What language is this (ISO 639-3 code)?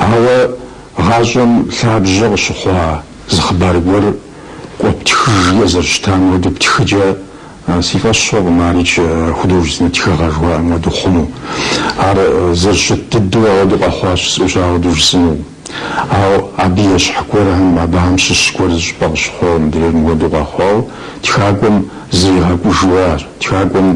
kbd